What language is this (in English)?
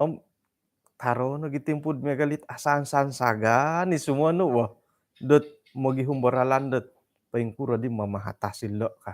Central Dusun